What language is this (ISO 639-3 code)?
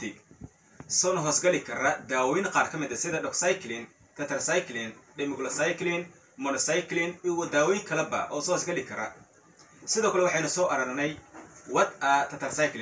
som